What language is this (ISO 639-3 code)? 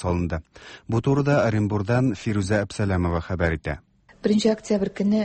tat